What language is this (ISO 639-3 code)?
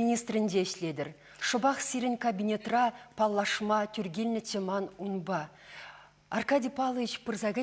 chv